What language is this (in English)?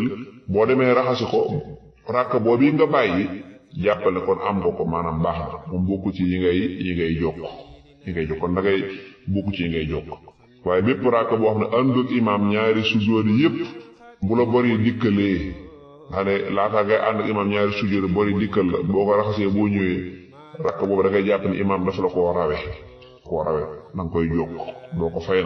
Wolof